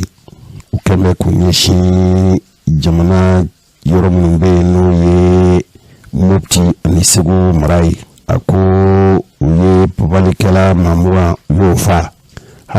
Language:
Bambara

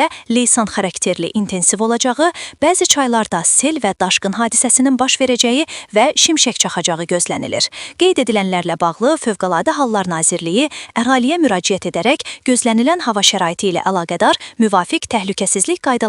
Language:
Azerbaijani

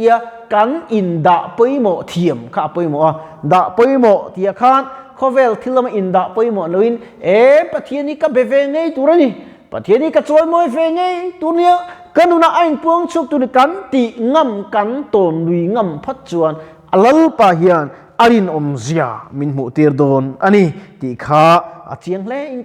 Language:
Mizo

